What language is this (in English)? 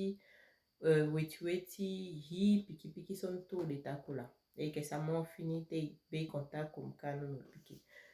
Saramaccan